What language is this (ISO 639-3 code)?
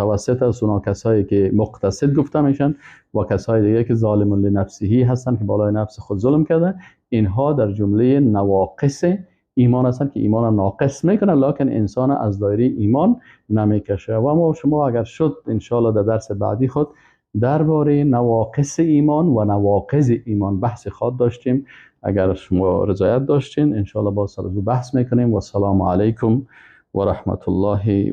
fas